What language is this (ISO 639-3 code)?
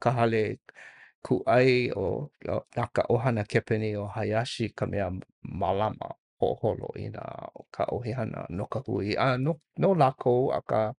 haw